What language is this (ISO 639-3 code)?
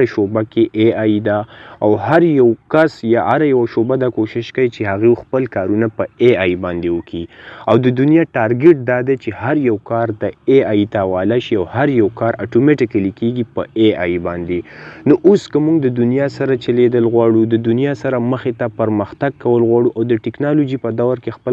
pus